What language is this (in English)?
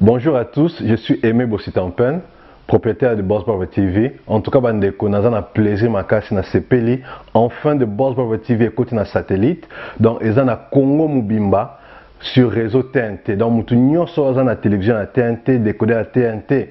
Lingala